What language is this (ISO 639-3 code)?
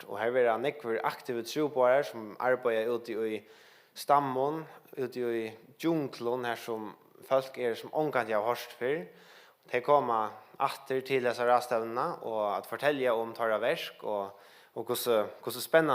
fao